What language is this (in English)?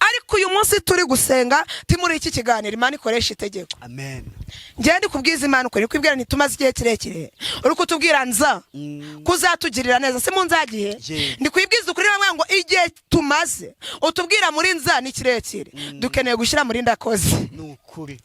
Kinyarwanda